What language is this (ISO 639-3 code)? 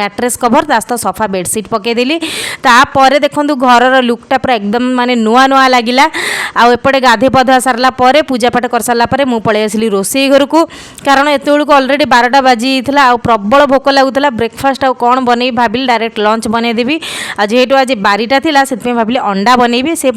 ori